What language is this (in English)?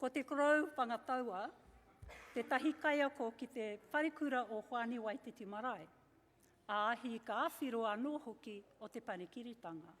Māori